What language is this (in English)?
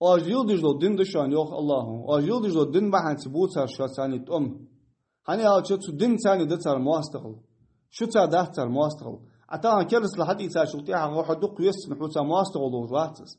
Ingush